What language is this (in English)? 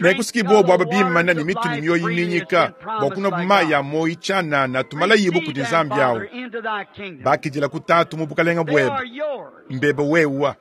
Luba-Lulua